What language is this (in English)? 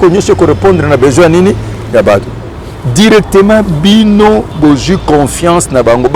Lingala